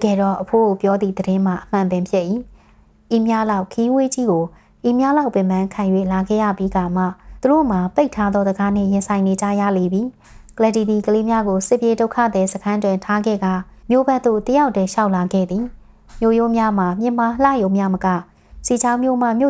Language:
Burmese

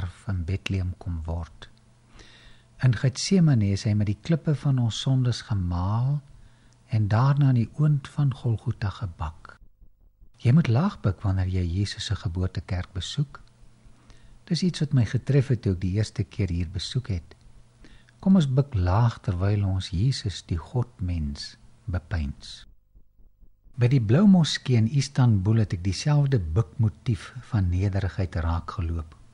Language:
Afrikaans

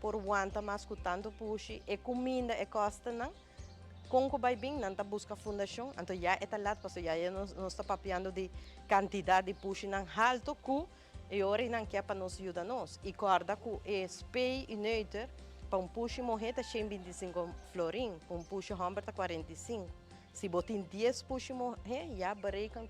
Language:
Papiamento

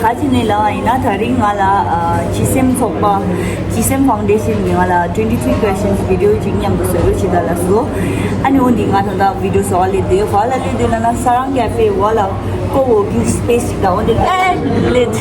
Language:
Tibetan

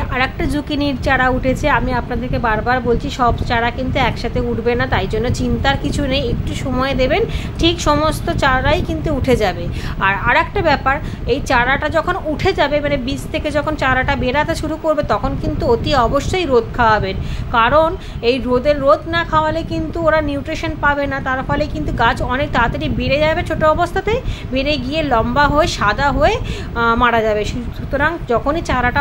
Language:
Bangla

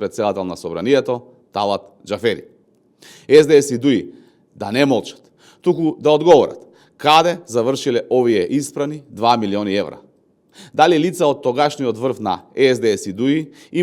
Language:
Macedonian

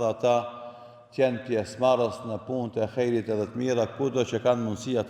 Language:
Albanian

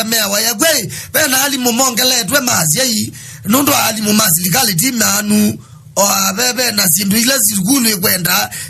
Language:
Kamba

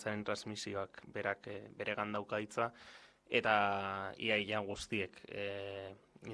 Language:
Basque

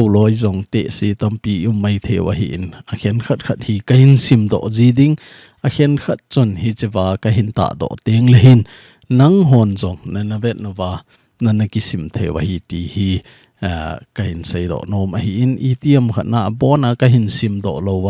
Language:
Thado Chin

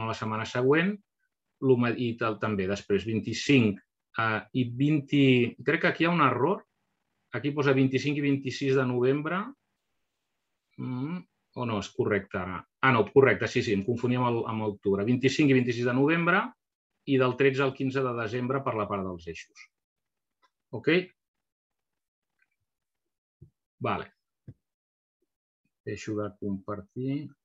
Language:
Catalan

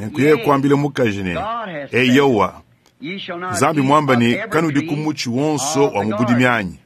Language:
Luba-Lulua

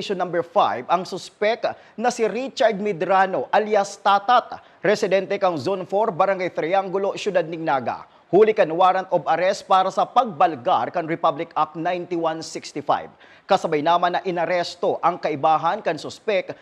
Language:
Bikol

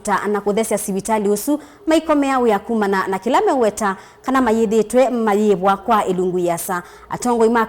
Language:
Kamba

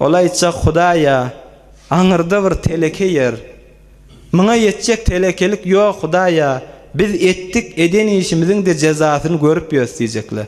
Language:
Turkmen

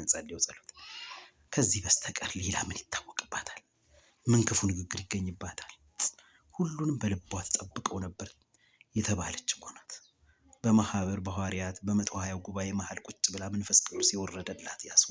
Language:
Amharic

